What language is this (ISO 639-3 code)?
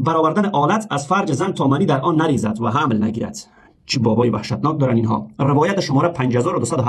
fas